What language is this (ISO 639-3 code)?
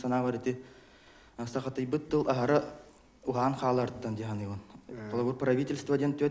sah